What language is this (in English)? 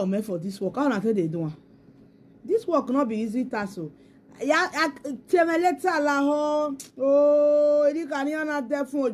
Nigerian Pidgin